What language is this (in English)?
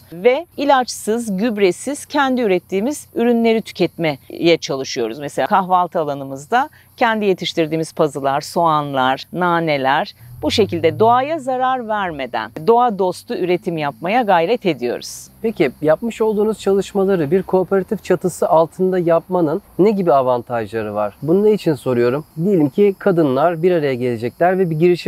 Turkish